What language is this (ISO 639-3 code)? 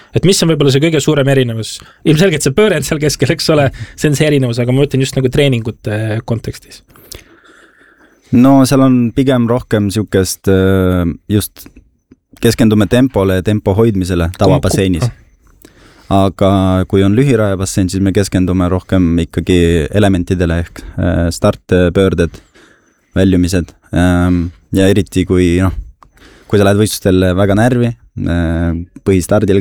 est